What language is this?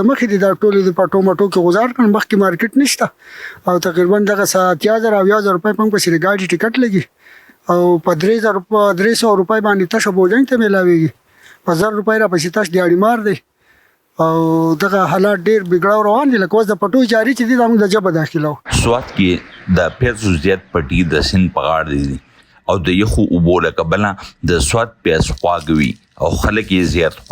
Pashto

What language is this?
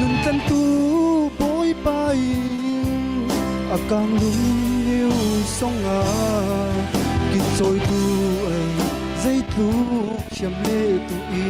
Falam Chin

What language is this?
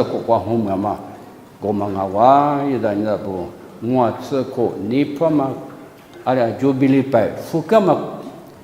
Lisu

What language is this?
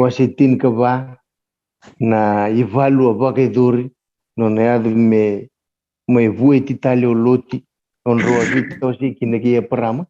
Fijian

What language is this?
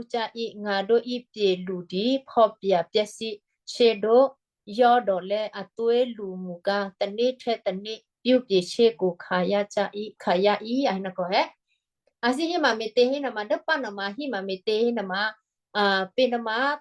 Western Kayah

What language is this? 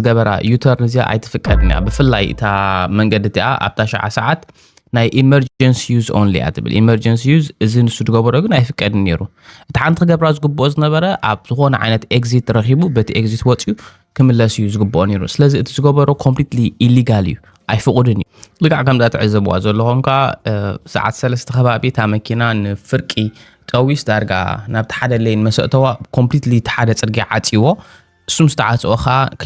Tigrinya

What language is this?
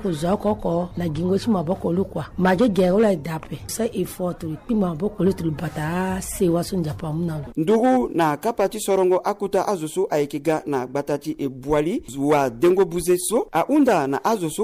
Sango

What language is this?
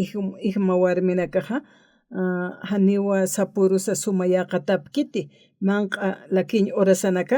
Aymara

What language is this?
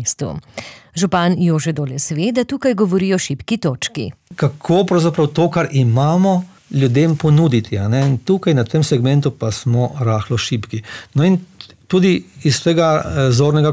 Slovenian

